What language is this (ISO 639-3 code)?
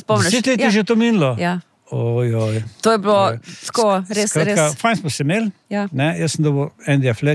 slv